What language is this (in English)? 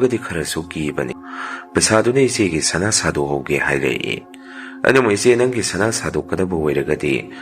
Manipuri